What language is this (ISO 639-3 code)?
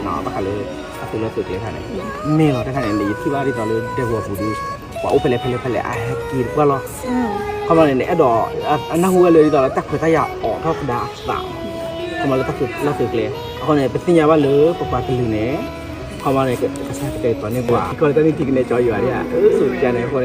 ksw